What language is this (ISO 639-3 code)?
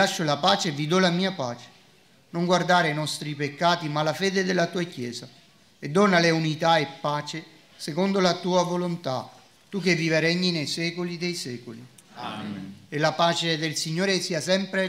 ita